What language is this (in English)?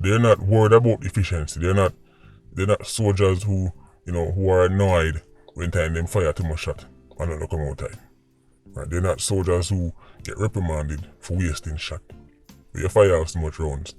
Jamaican Creole English